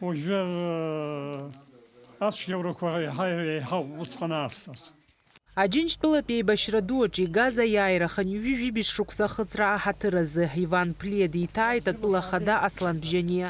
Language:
Abkhazian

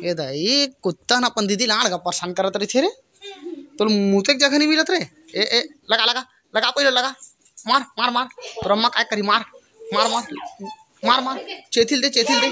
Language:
Chhattisgarhi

